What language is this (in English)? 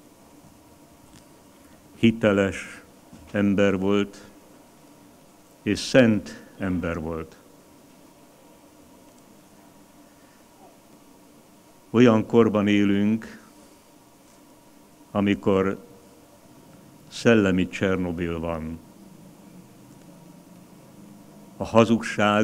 Hungarian